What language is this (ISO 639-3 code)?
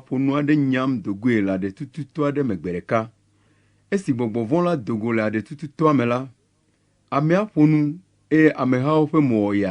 ewe